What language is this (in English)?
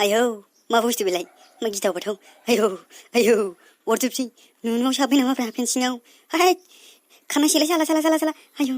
Bodo